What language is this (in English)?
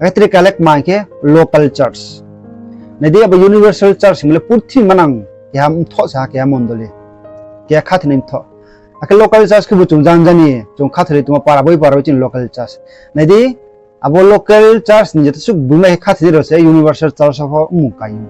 Riang (India)